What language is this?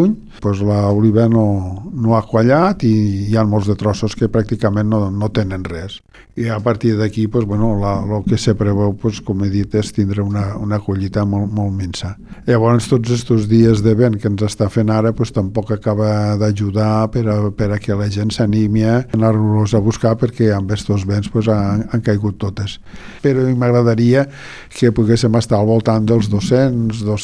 Catalan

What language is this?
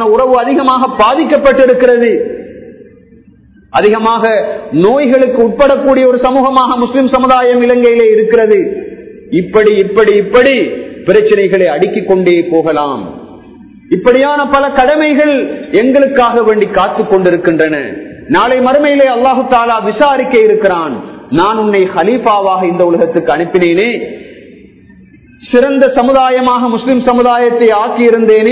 Tamil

